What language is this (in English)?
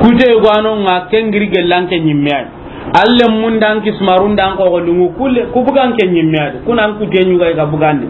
Soninke